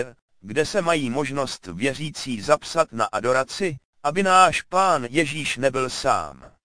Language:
Czech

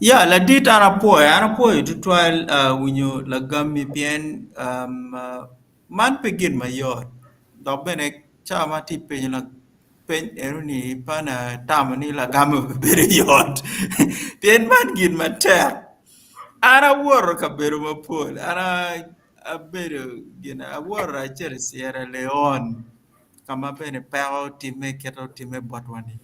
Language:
Acoli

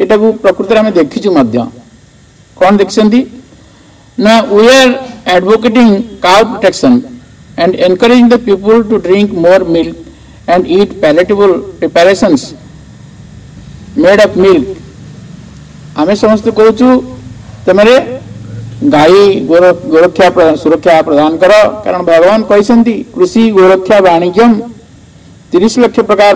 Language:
Odia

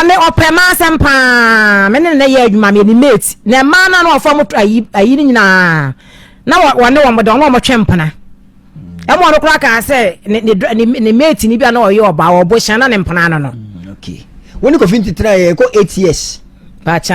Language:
Akan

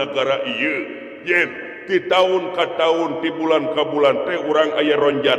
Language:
Sundanese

